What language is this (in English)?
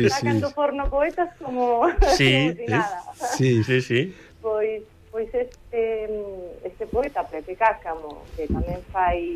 Galician